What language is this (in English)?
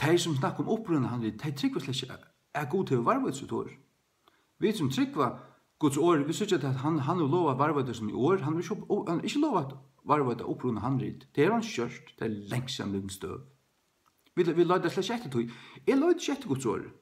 Faroese